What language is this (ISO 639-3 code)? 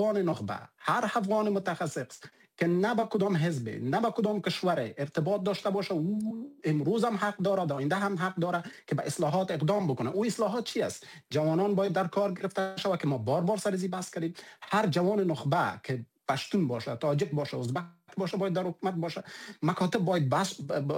fas